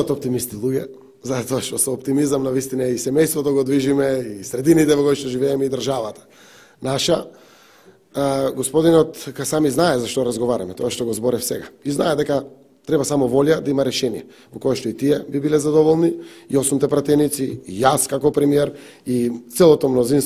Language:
Macedonian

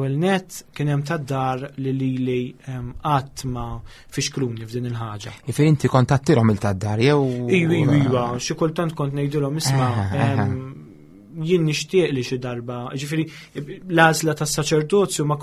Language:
Maltese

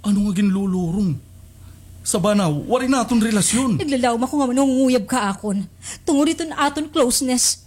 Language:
Waray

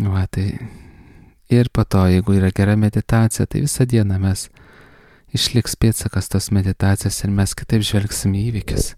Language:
Lithuanian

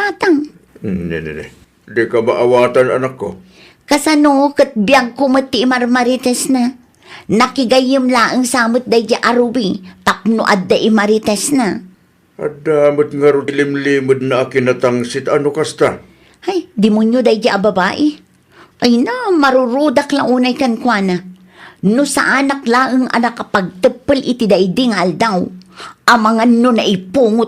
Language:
Iloko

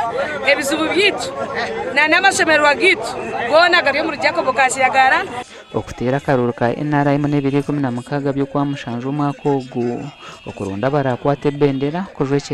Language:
Nyankole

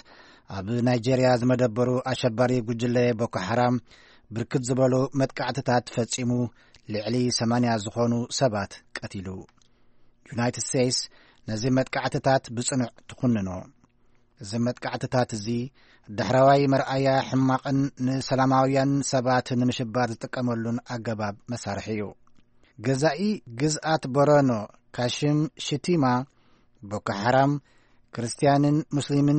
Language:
Tigrinya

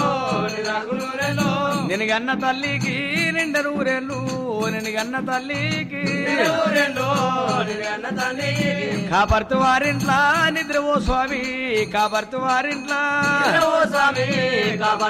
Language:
Telugu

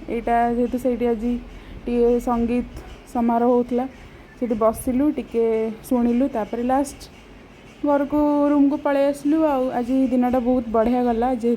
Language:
Odia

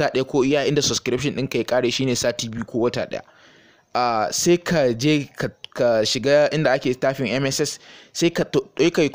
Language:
Hausa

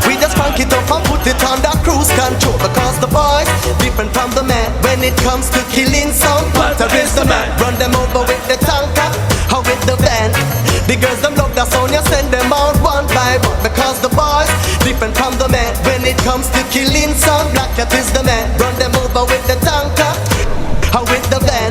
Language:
Jamaican Creole English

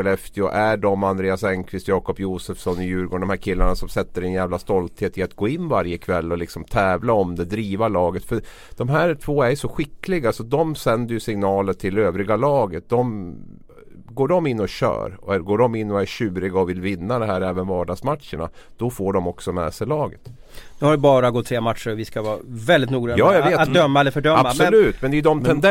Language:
Swedish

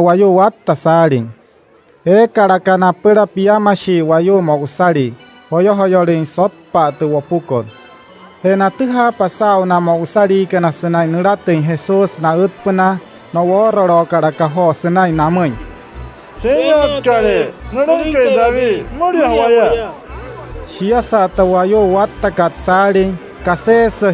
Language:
Wayuu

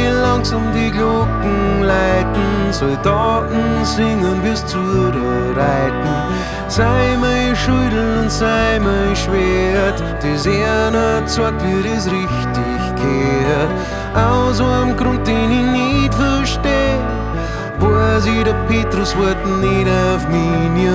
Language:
Bavarian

